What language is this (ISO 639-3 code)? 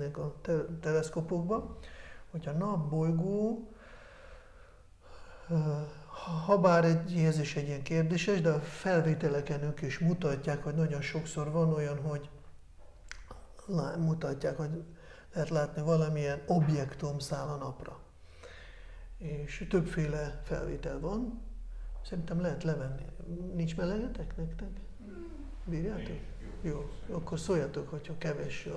hun